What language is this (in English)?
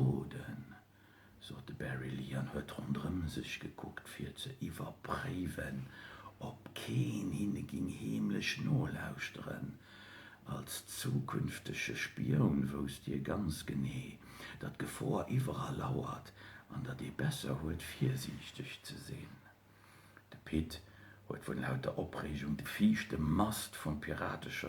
Luxembourgish